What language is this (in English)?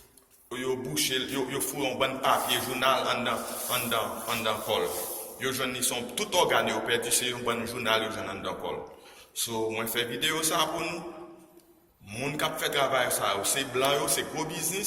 Haitian Creole